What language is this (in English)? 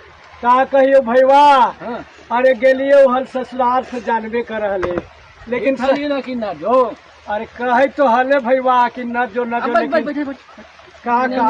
Magahi